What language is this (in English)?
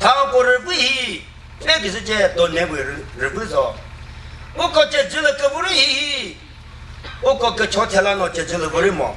Chokri Naga